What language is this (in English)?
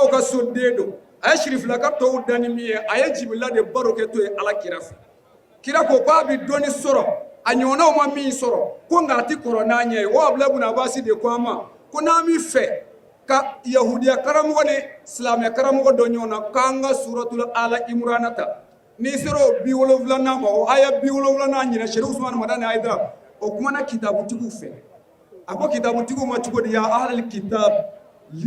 Bambara